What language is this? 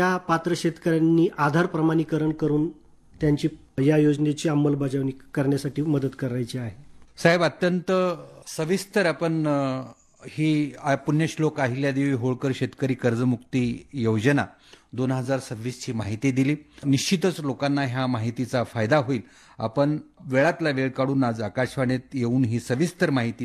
Marathi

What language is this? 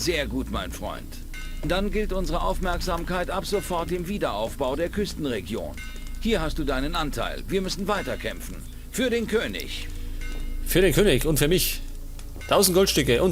Bavarian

